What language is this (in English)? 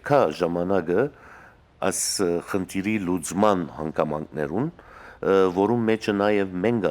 Western Armenian